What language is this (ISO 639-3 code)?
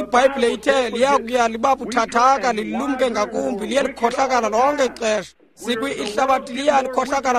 xho